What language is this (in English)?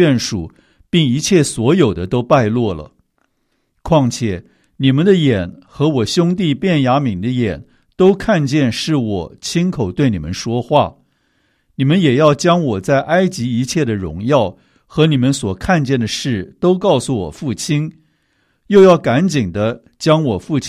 Chinese